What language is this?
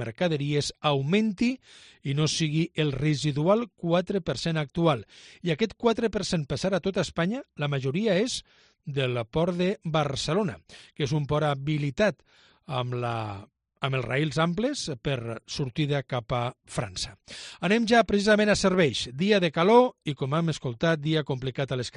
Catalan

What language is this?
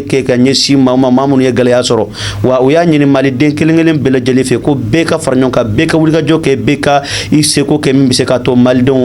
Bambara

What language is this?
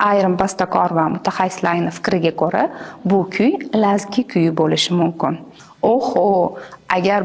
Uzbek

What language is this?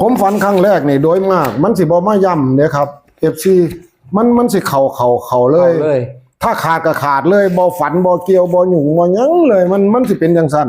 Northeastern Thai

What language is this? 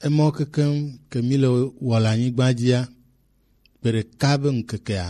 Gen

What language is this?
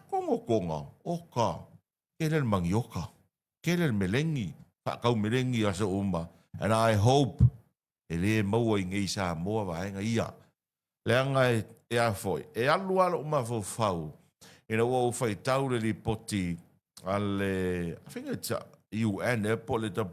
Samoan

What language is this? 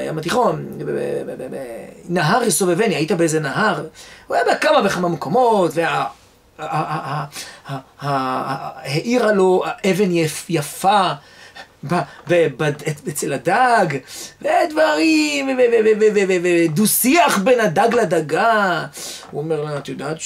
Hebrew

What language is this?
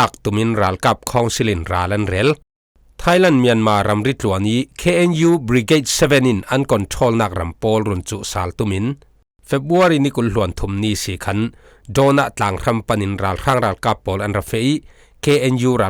Falam Chin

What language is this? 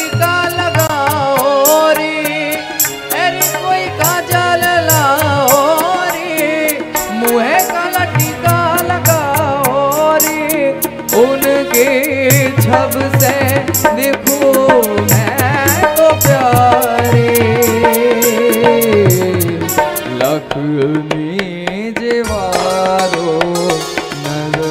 Gujarati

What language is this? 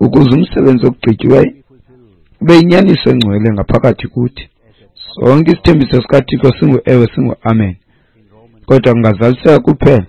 Xhosa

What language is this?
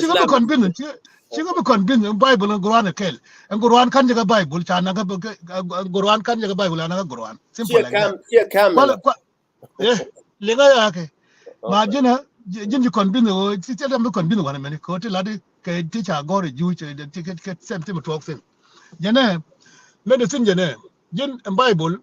Nuer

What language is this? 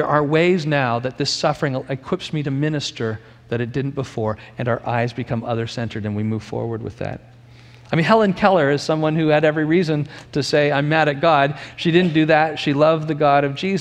English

